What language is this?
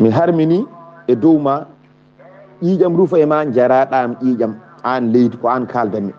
Fula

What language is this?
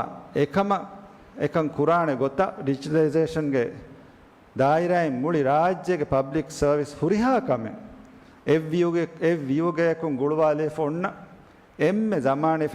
Divehi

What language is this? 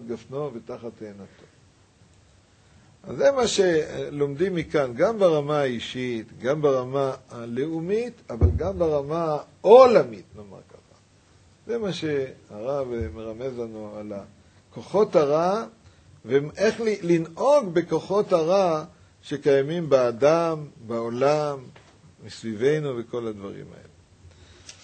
Hebrew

